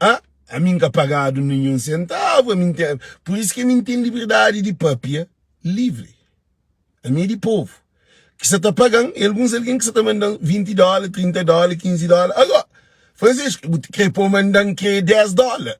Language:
Kabuverdianu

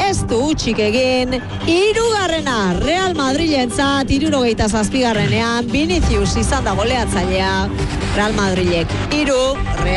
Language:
Basque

